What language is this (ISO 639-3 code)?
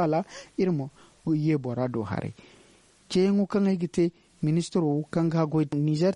dje